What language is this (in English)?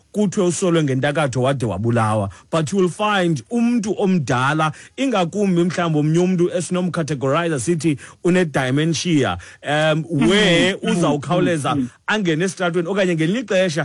Xhosa